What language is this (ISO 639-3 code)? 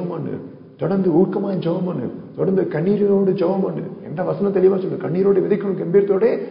tam